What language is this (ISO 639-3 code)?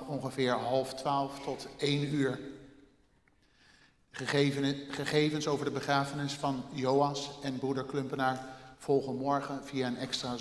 nld